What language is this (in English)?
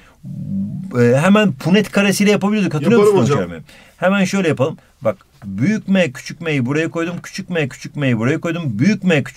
Turkish